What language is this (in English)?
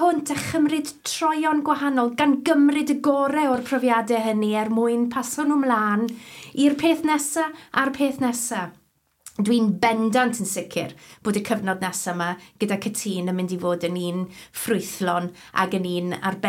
Welsh